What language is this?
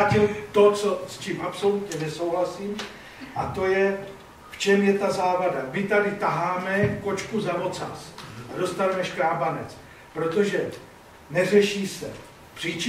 Czech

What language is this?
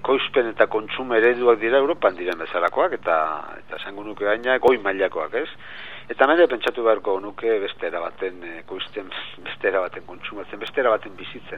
Basque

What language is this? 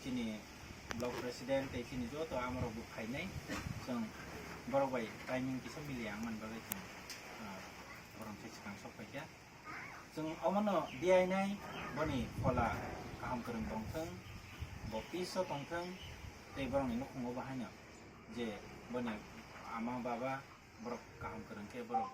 Kok Borok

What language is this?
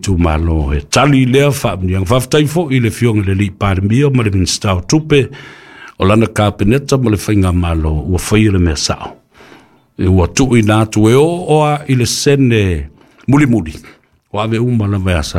Samoan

